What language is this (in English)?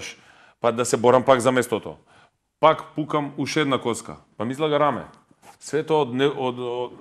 Macedonian